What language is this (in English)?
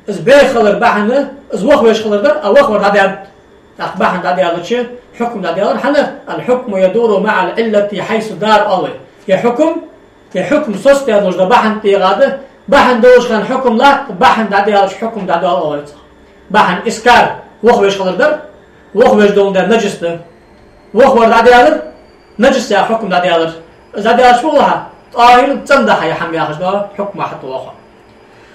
Ingush